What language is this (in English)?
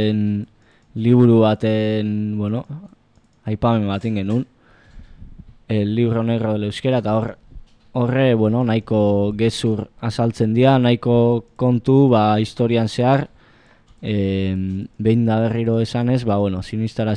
Basque